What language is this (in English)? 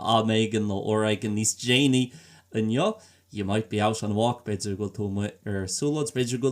Irish